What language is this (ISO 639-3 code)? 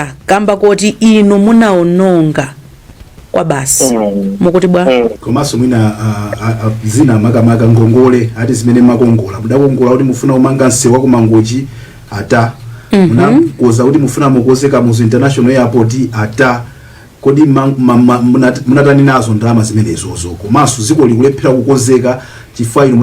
nya